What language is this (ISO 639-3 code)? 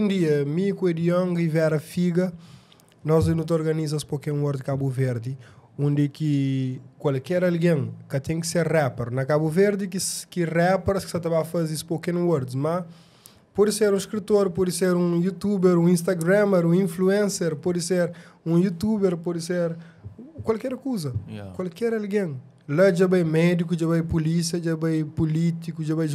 kea